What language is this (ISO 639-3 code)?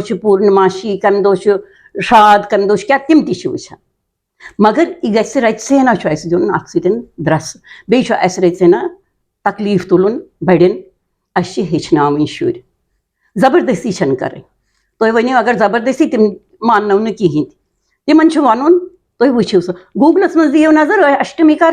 kas